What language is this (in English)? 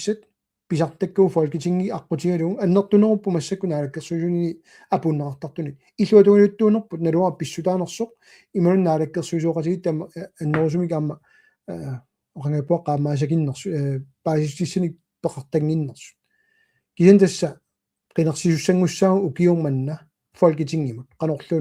Kalaallisut